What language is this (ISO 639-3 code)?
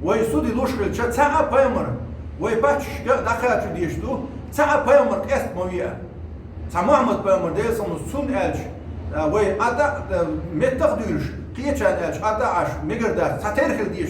che